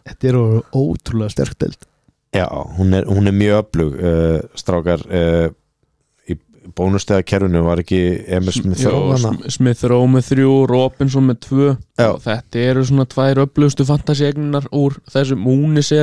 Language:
Icelandic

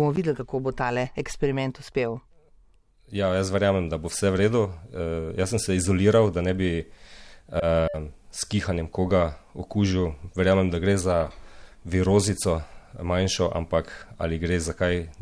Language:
Slovenian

